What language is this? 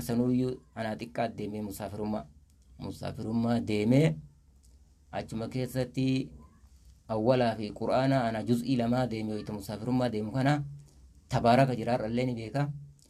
Oromo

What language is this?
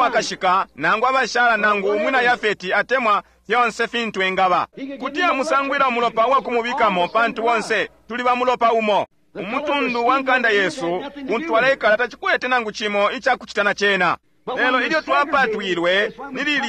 Bemba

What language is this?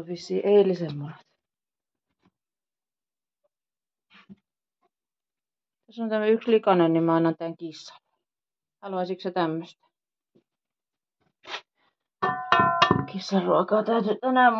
Finnish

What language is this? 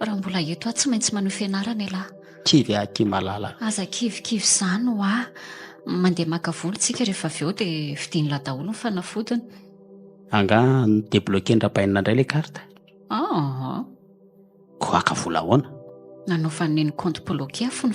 Malagasy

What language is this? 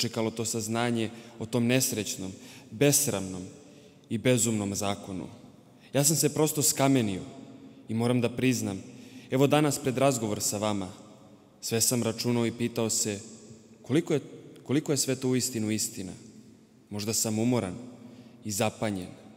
Serbian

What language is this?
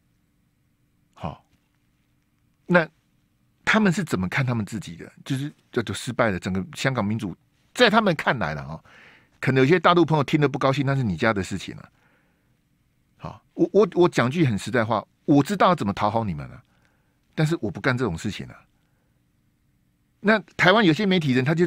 Chinese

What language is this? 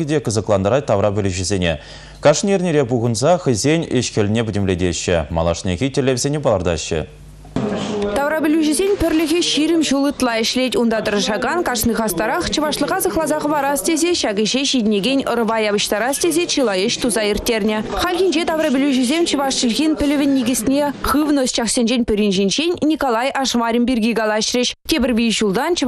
Chuvash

